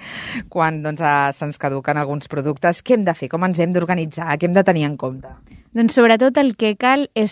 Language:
Catalan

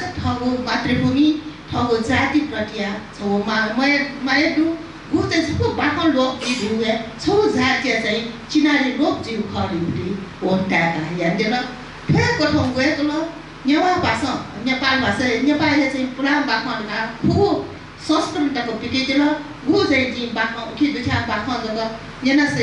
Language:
Newari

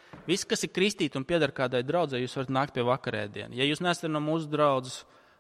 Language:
Latvian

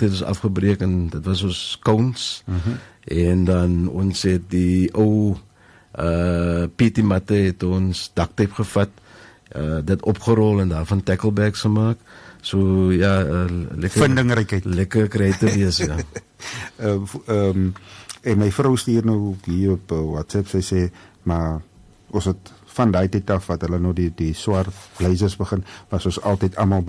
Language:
Afrikaans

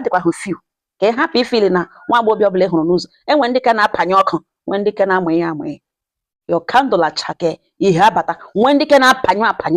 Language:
Igbo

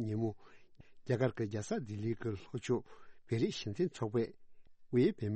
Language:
Tibetan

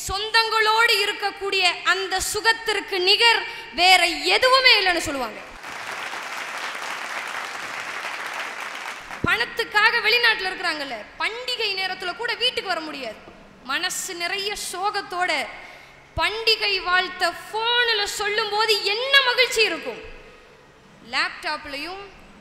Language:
Tamil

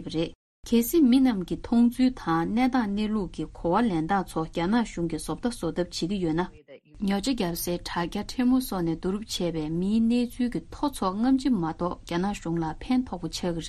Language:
Tibetan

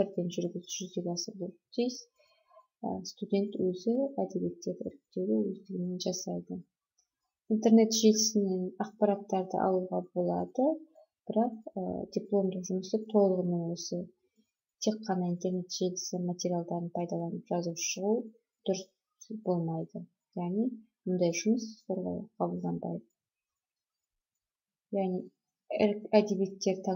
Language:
Kazakh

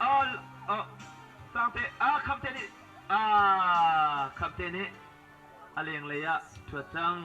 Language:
Hakha Chin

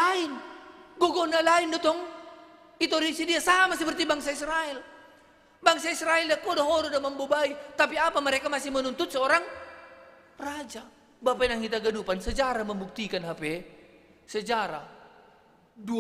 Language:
Batak Simalungun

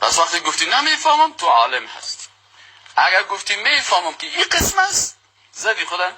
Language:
Tajik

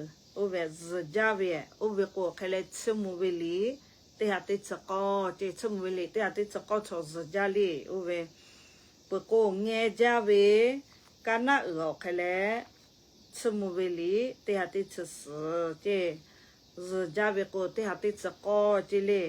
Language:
Lahu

